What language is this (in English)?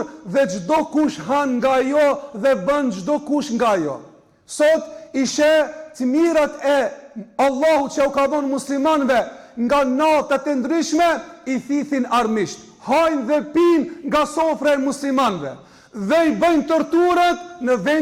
Albanian